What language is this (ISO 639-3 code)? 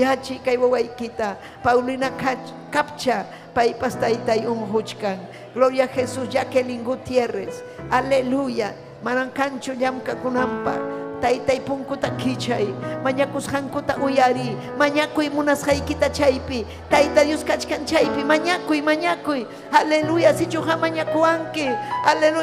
quy